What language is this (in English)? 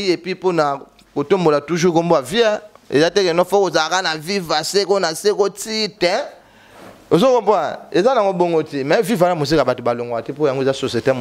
Lingala